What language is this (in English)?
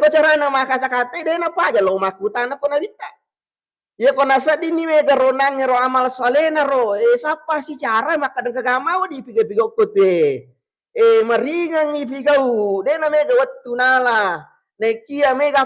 Buginese